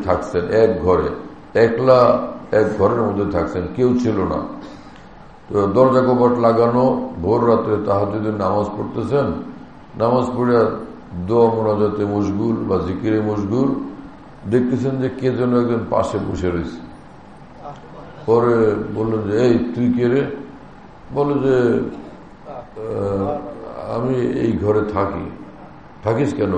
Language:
Bangla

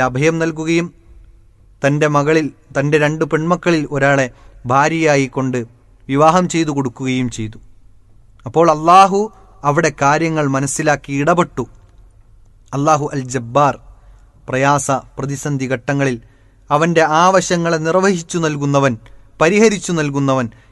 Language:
Malayalam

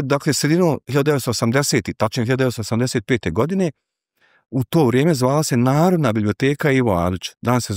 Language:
Bosnian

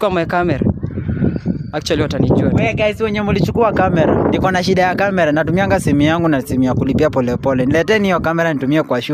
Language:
Swahili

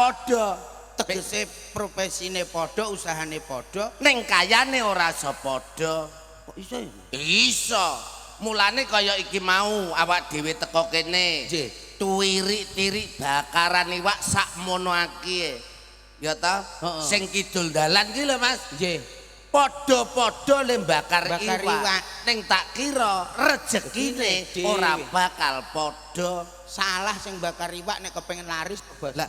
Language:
Javanese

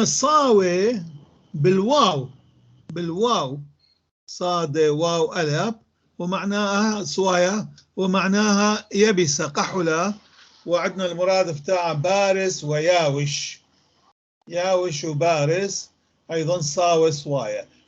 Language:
North Levantine Arabic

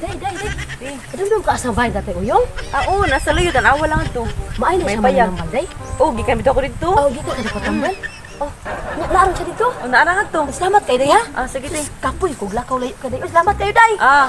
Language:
Cebuano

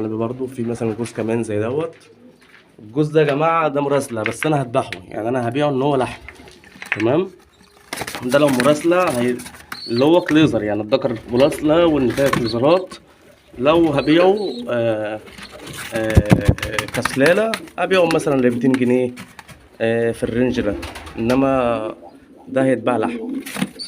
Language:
Egyptian Arabic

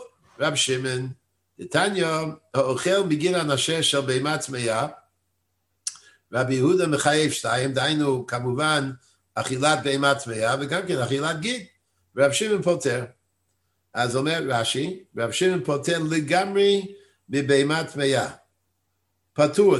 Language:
Hebrew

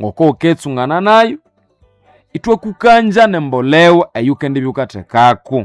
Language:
Nande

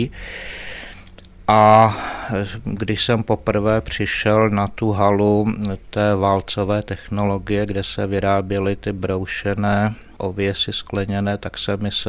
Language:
Czech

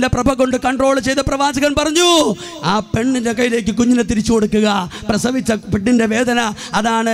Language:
Malayalam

